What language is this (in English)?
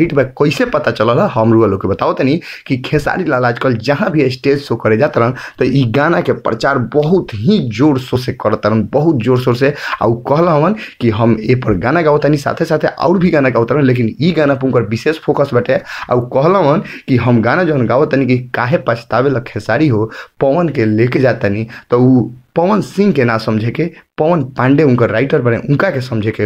Bhojpuri